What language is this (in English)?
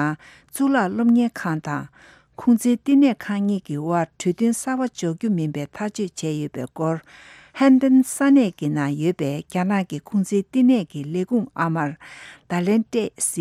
Tibetan